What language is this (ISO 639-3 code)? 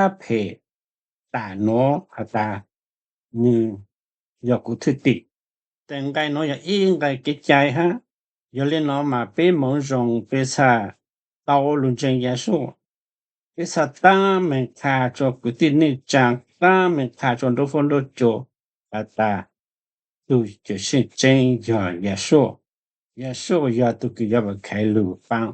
hmn